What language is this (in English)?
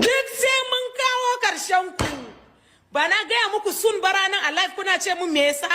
Hausa